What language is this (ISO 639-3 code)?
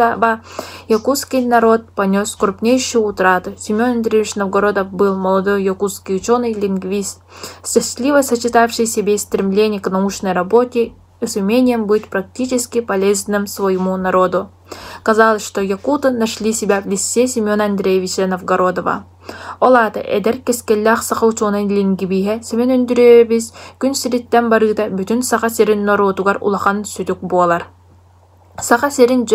sah